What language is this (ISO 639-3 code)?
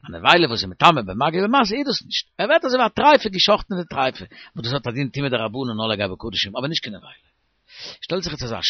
yid